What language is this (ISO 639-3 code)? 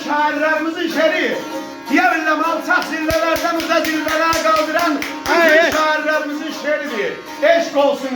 azb